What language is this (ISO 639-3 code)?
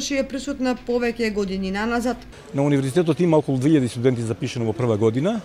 mkd